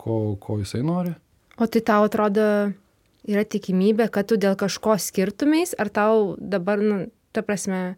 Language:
Lithuanian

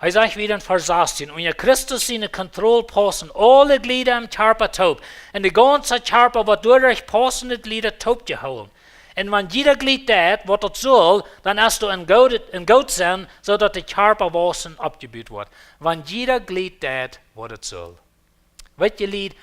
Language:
Plautdietsch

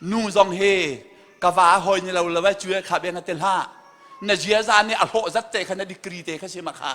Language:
Hakha Chin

